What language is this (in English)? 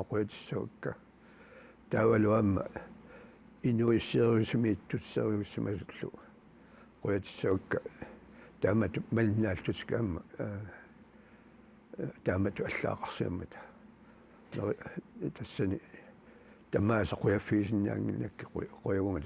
Kalaallisut